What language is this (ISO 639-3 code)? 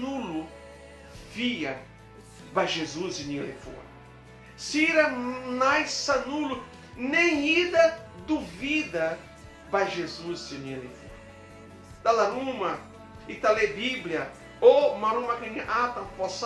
tet